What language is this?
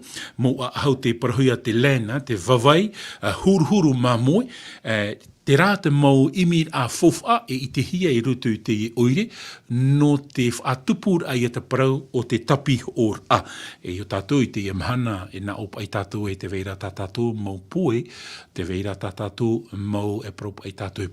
Tahitian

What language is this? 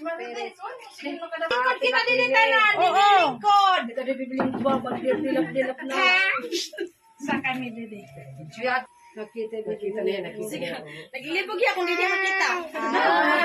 Waray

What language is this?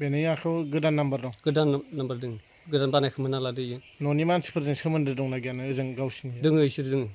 Bodo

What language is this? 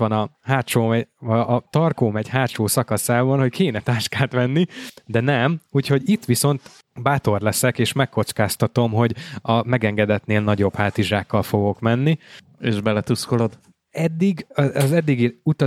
Hungarian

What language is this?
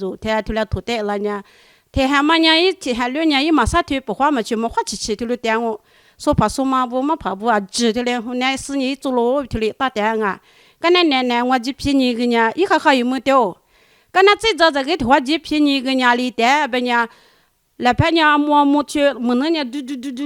Lisu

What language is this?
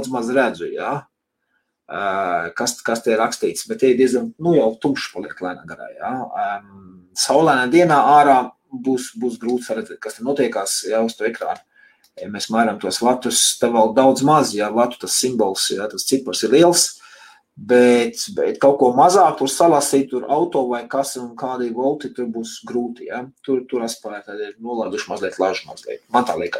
Latvian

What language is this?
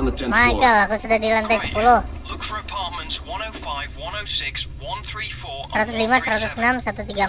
Banjar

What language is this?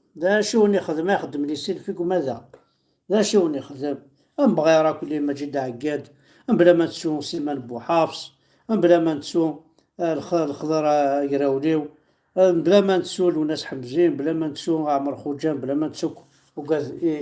Kabyle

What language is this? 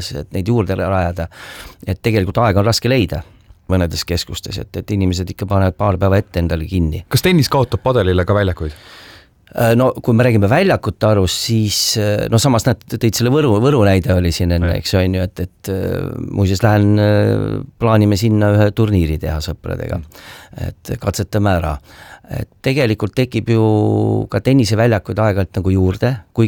Estonian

